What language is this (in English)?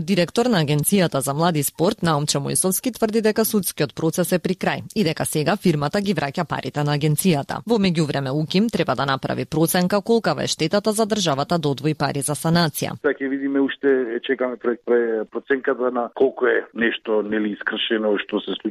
Macedonian